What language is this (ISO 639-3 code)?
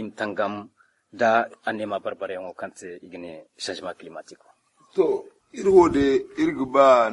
dje